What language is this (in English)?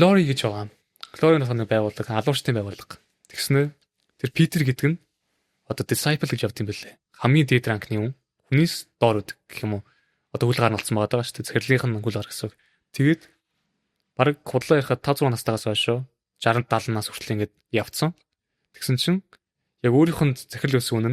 Mongolian